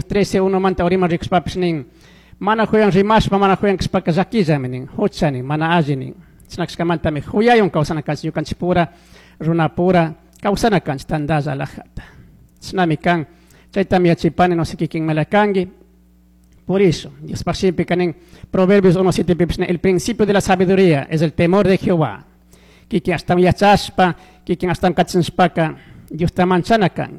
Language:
Chimborazo Highland Quichua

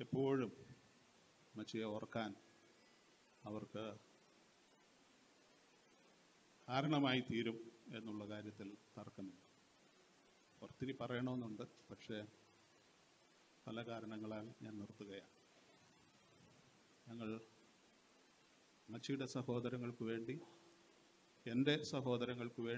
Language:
Malayalam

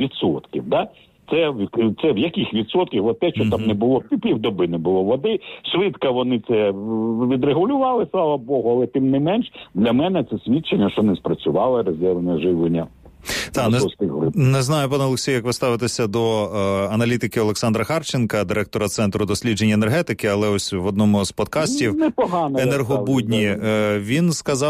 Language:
Ukrainian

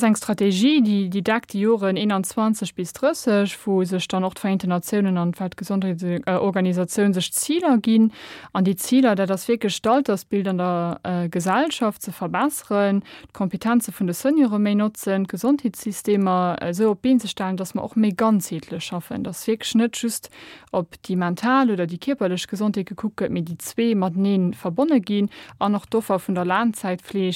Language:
Luxembourgish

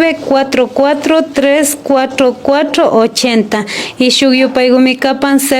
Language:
Imbabura Highland Quichua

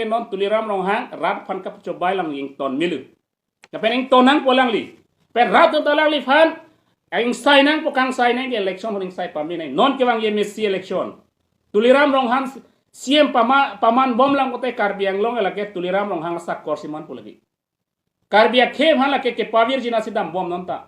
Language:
Karbi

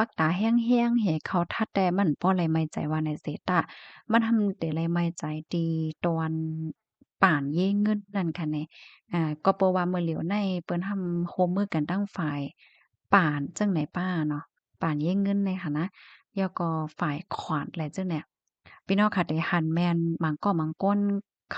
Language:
Shan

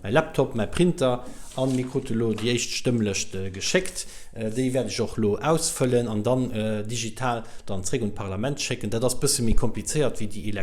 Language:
Luxembourgish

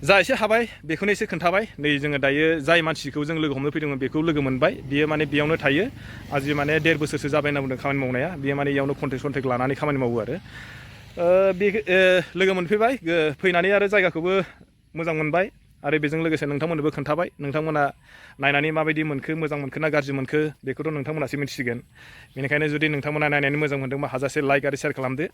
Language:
Bodo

